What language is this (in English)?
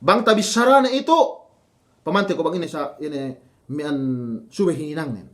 Yakan